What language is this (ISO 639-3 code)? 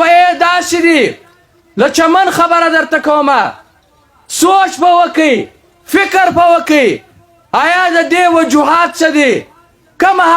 pus